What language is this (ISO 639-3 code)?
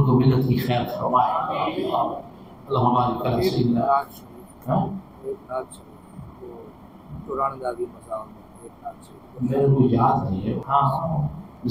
urd